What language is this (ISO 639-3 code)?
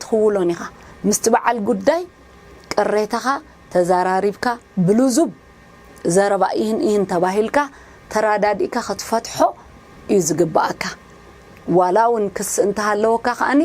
tir